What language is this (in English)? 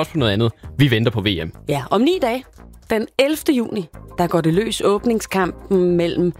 Danish